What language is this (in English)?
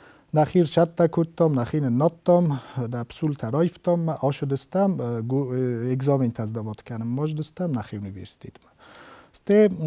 Ossetic